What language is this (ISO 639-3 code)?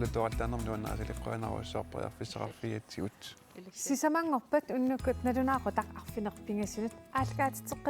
kal